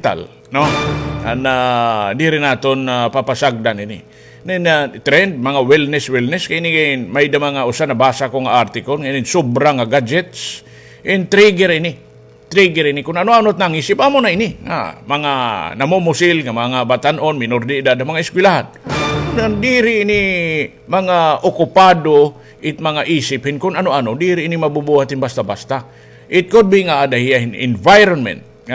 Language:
Waray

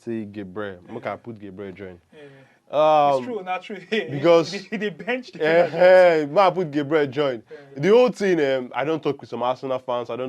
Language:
Nigerian Pidgin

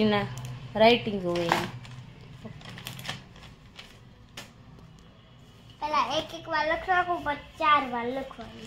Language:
Gujarati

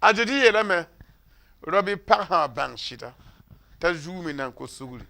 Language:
Mossi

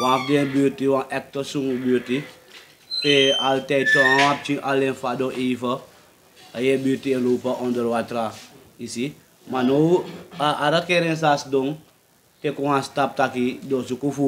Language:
Sranan Tongo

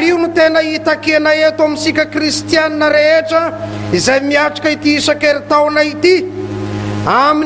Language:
Malagasy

